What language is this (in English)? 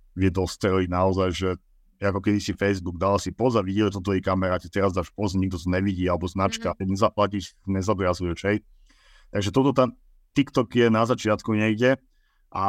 Slovak